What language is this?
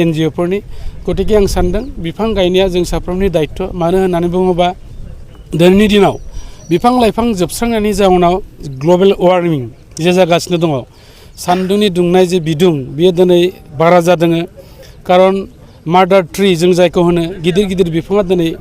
Bodo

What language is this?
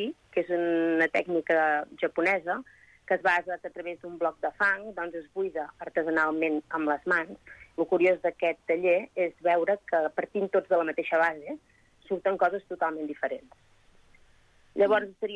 Catalan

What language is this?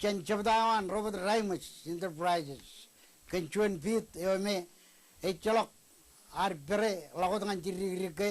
Marshallese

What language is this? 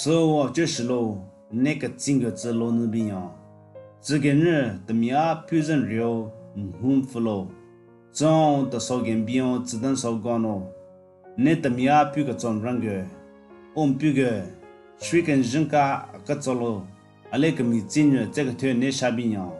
Southern Rengma Naga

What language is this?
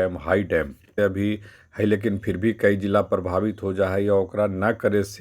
Magahi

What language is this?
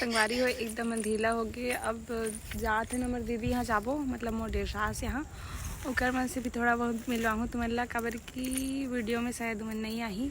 Chhattisgarhi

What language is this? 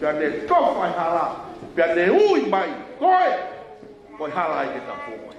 Tongan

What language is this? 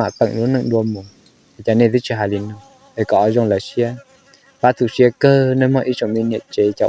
Hmong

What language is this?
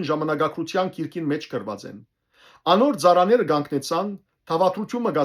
Western Armenian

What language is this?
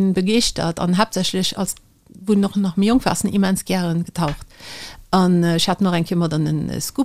Luxembourgish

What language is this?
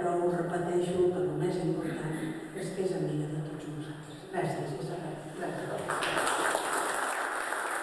Catalan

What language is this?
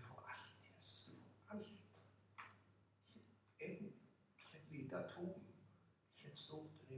Norwegian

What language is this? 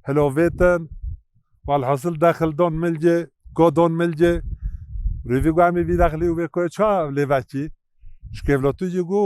Kurdish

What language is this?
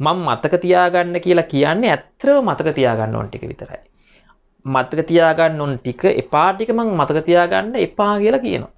Sinhala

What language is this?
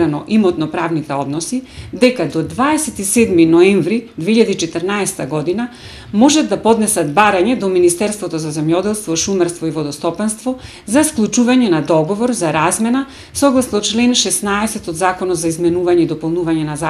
Macedonian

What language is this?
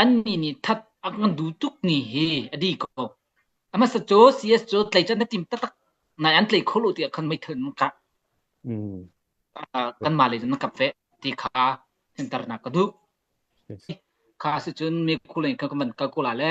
Hakha Chin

